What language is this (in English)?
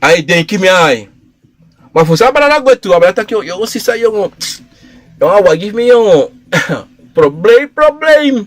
Sranan Tongo